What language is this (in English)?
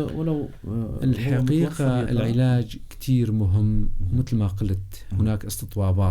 North Levantine Arabic